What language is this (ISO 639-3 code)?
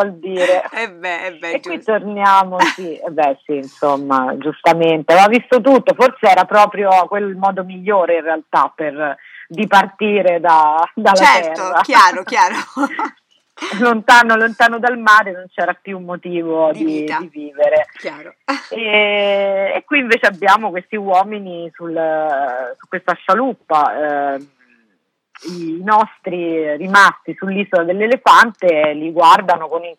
ita